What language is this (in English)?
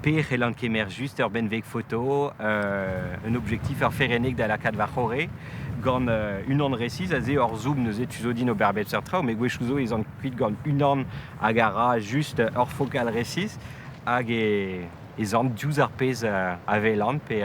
Breton